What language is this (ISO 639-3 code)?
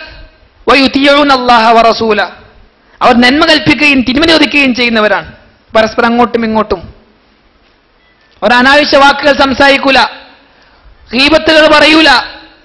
mal